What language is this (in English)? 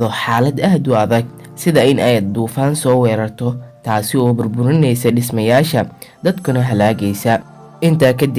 Somali